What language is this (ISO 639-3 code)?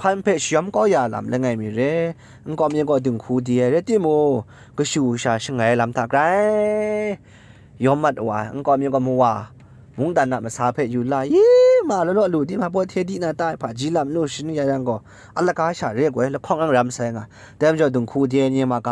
kac